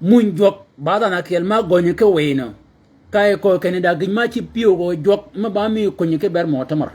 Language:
Shilluk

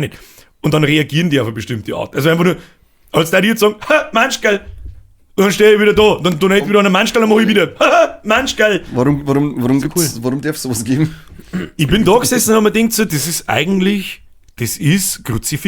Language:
Bavarian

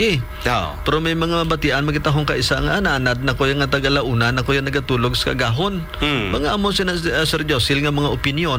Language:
Hiligaynon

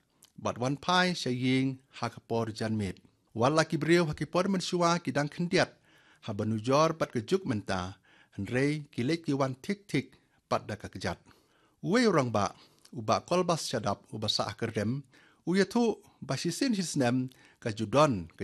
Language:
Khasi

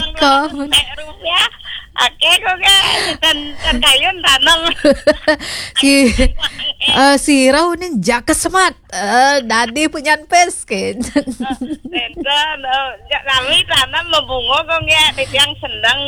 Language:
Balinese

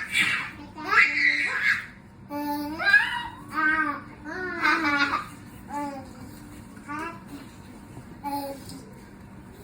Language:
S'gaw Karen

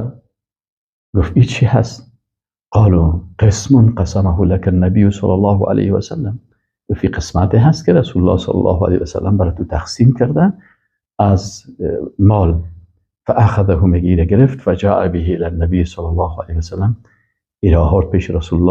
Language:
Persian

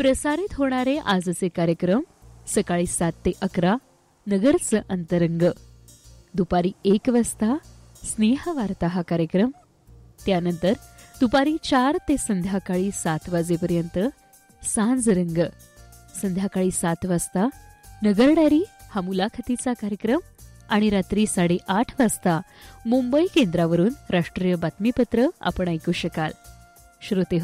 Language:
Marathi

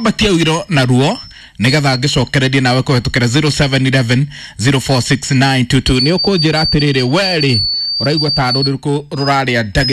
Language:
Kikuyu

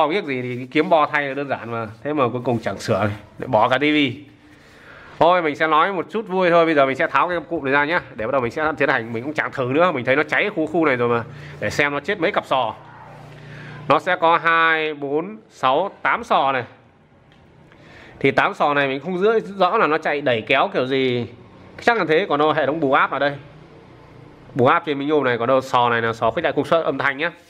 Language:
Vietnamese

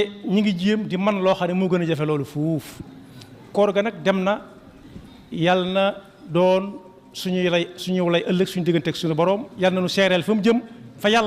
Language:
Wolof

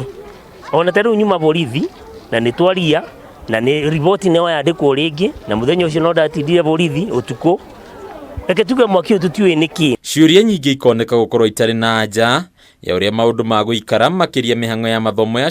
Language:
Kikuyu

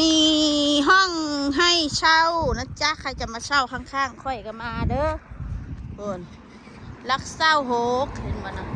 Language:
Northeastern Thai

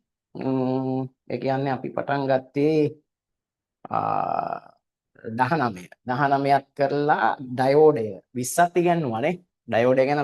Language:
Sinhala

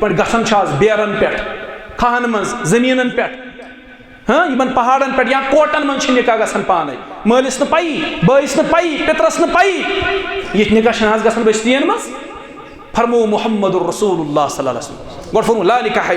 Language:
Kashmiri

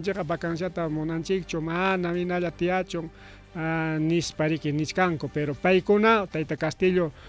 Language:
Ayacucho Quechua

